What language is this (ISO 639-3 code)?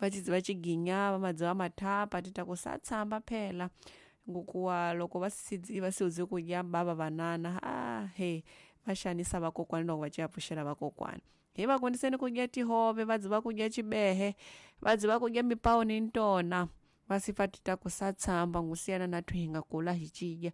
tso